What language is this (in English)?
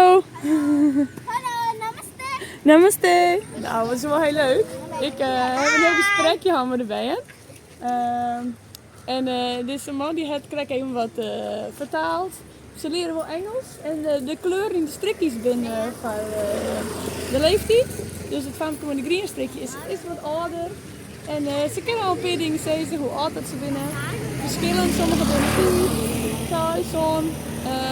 Western Frisian